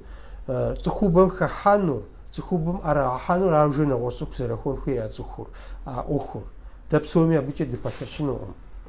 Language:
Kabardian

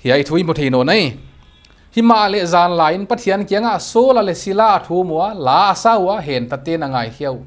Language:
Paite Chin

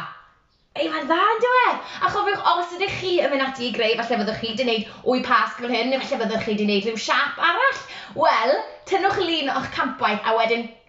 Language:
Welsh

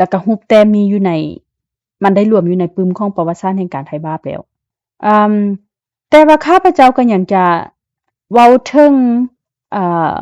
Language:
Lao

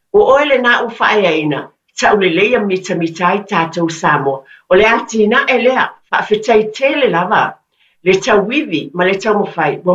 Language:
Samoan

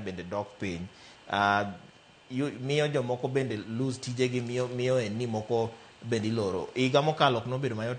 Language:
Luo (Kenya and Tanzania)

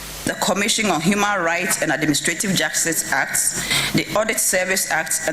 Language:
Akan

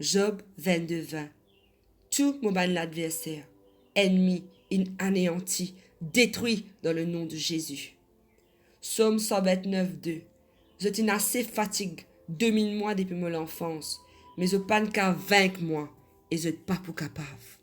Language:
Morisyen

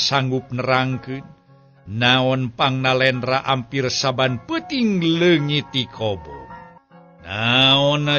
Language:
Sundanese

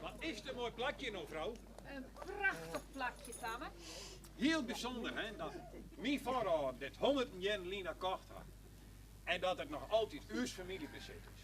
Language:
Western Frisian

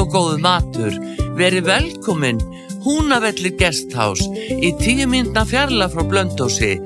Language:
Icelandic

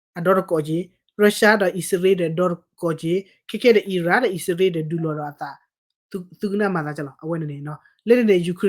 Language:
S'gaw Karen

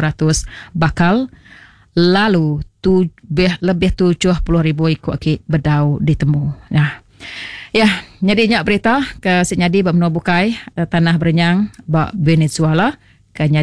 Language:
Iban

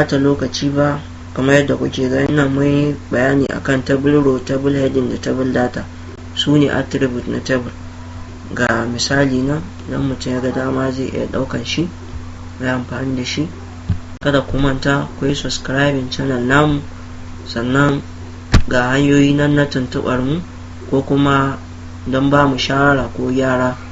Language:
Hausa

